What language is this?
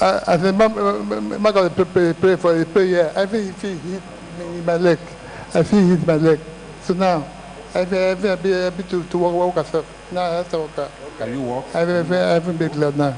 Ewe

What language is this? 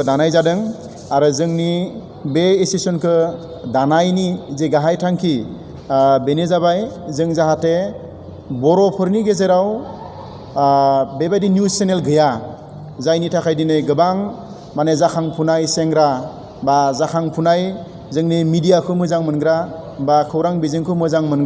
Bodo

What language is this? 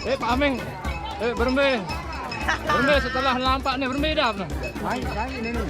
Sasak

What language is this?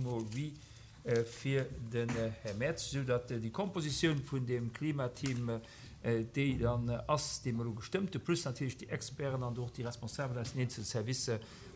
Luxembourgish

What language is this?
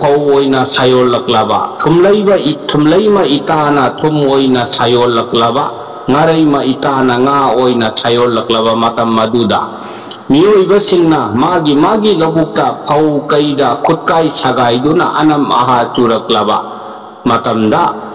Manipuri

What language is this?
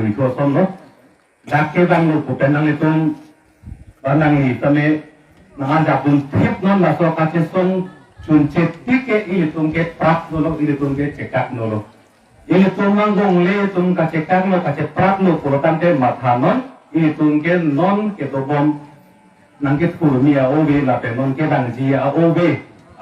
Karbi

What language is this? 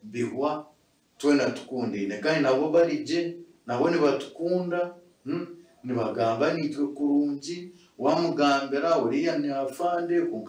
Nyankole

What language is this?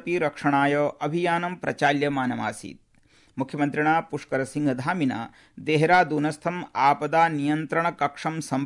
Sanskrit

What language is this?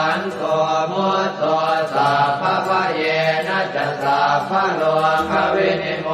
Pali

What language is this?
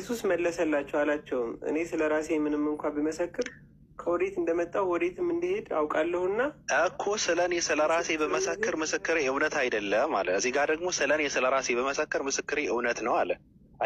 Amharic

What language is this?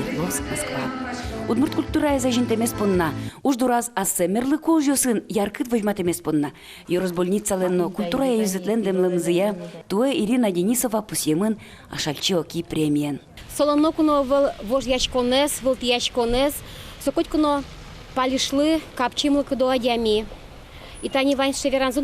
Udmurt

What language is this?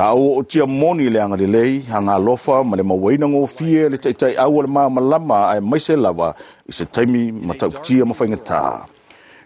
Samoan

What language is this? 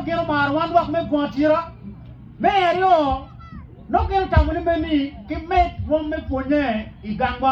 Acoli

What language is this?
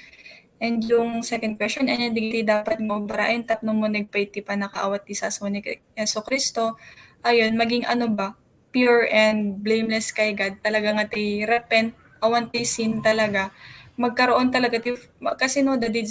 Iloko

